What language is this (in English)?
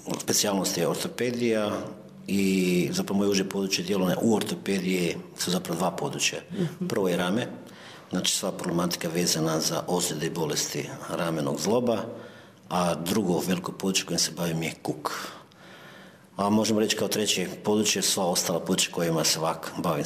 Croatian